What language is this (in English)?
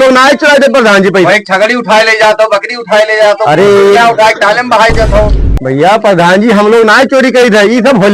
Awadhi